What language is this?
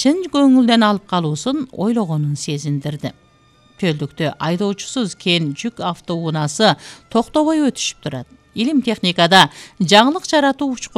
Kyrgyz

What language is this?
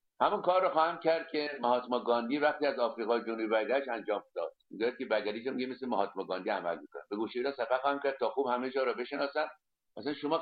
Persian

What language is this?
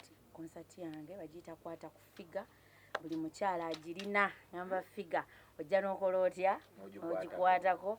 Ganda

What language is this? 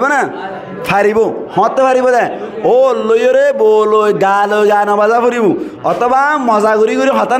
Rohingya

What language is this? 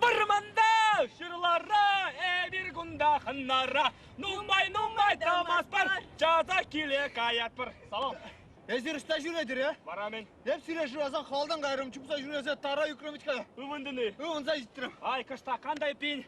Chuvash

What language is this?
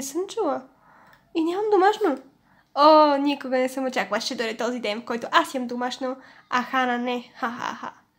Bulgarian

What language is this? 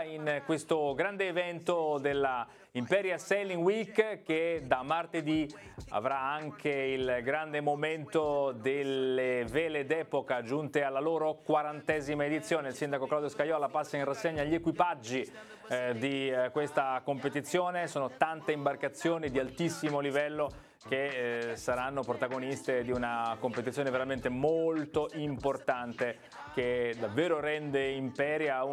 Italian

